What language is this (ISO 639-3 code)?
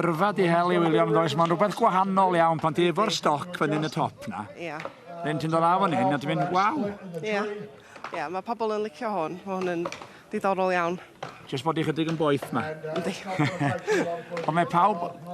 cym